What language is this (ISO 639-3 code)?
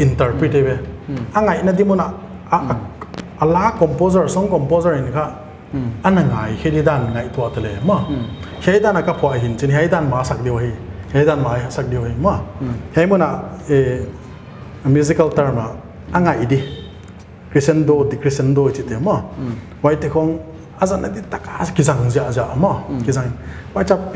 pck